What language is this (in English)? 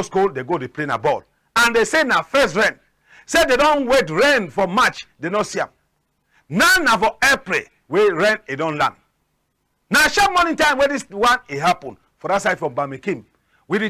Cameroon Pidgin